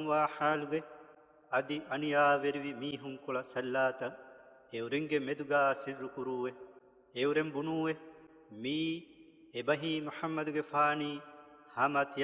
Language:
Divehi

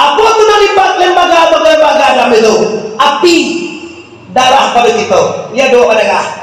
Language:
Minangkabau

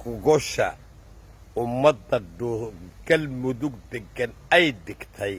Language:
Somali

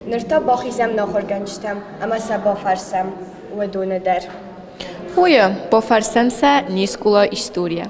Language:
Ossetic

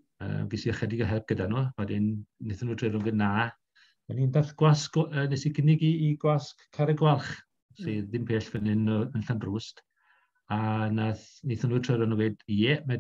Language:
Welsh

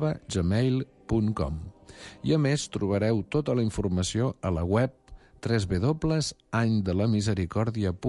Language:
Catalan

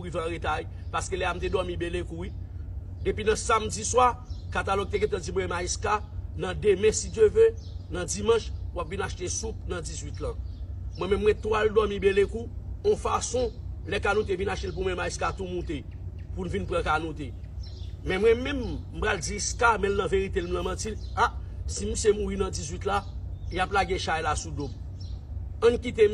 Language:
Haitian Creole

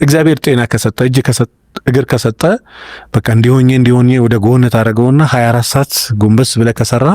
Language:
Amharic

